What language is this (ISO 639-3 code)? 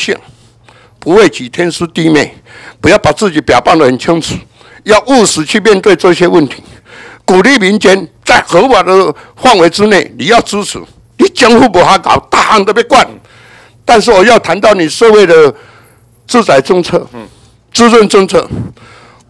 zho